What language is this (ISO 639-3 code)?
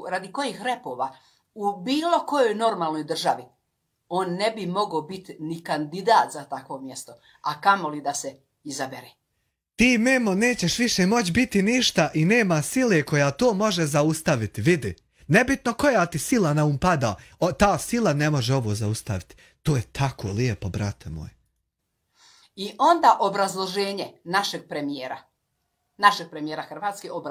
hrv